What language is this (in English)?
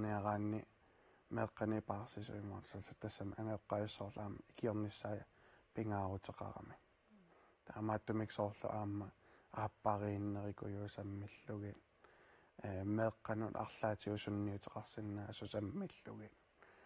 Kalaallisut